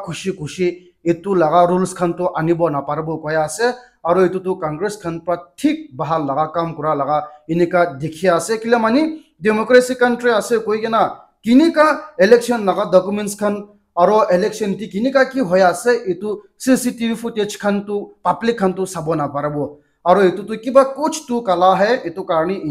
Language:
Naga Pidgin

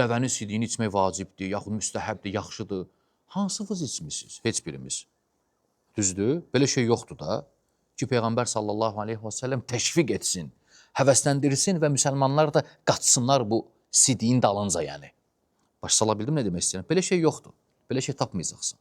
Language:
Azerbaijani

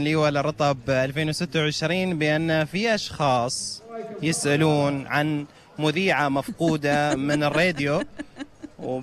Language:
Gulf Arabic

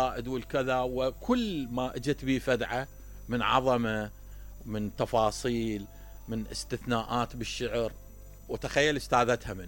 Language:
Mesopotamian Arabic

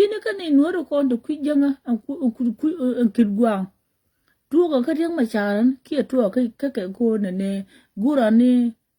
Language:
Nuer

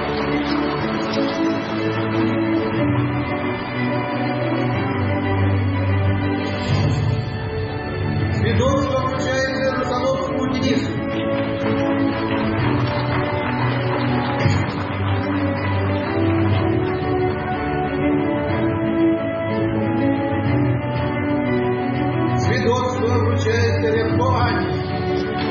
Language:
Ukrainian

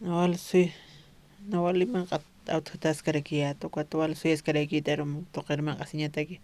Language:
Aymara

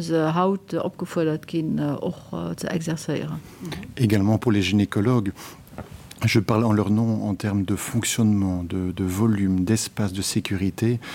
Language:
Luxembourgish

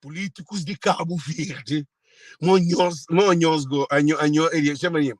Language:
Kabuverdianu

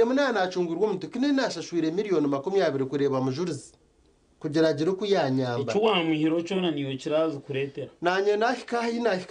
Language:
Nyankole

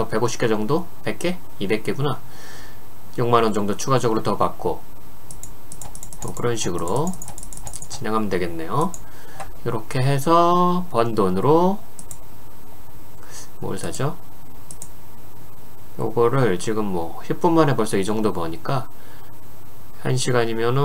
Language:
Korean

